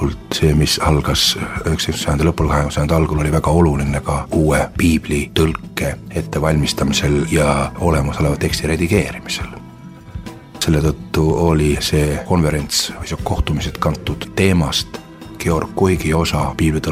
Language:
Estonian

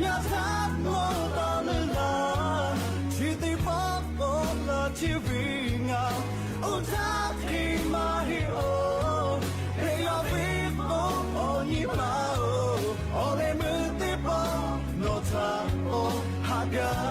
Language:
Lahu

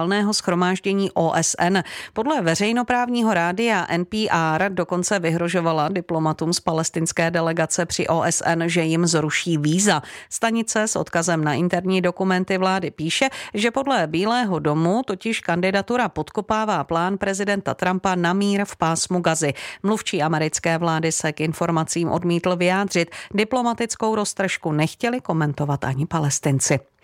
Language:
Czech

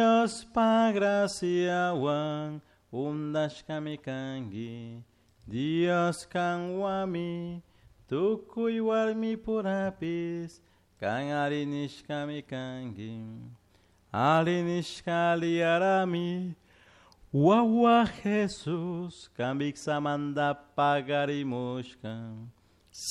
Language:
Chimborazo Highland Quichua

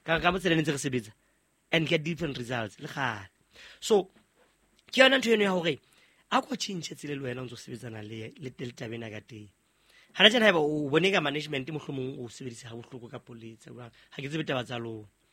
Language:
Southern Sotho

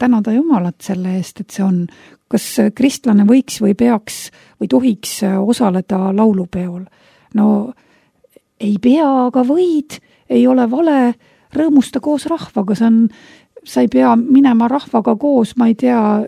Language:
Estonian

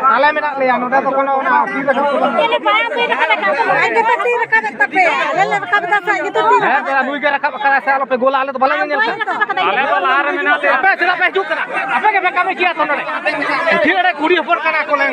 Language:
Santali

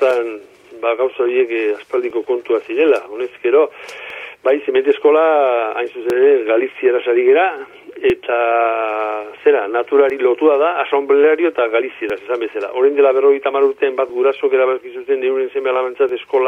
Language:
Basque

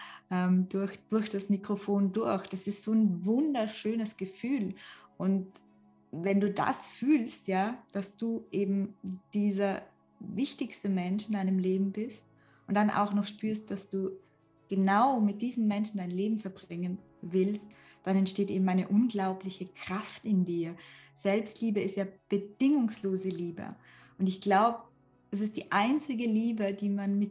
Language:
German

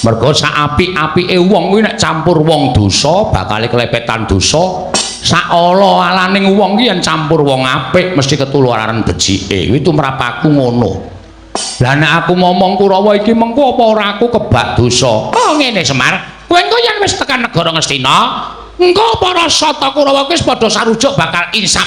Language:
Javanese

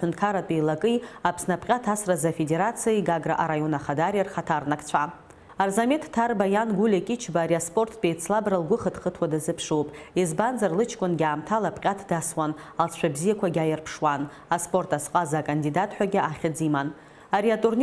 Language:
Abkhazian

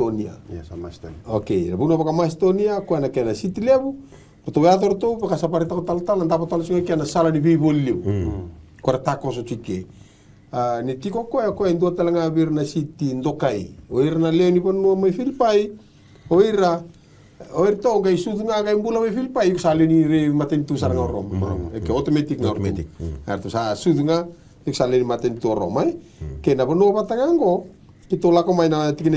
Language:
Fijian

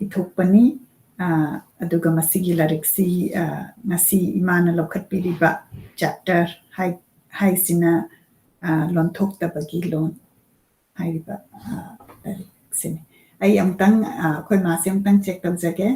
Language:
Manipuri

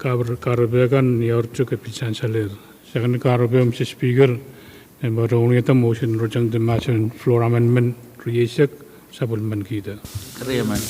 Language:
Pohnpeian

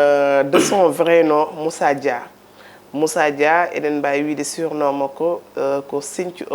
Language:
Fula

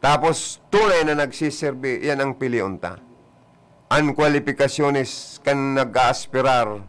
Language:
Bikol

